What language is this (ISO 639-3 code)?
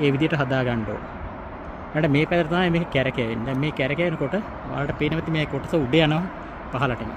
sin